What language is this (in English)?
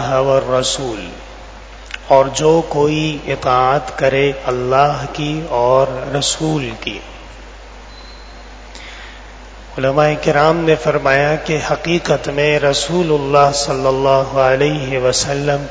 Urdu